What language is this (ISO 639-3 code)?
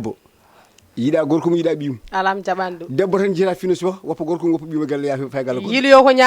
ful